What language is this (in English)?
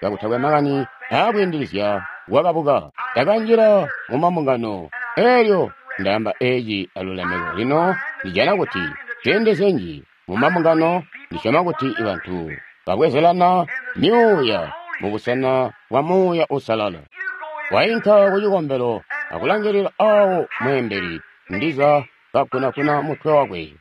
Tonga (Zambia)